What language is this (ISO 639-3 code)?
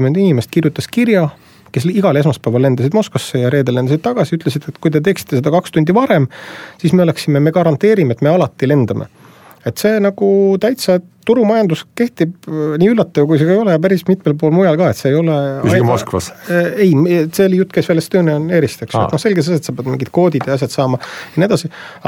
est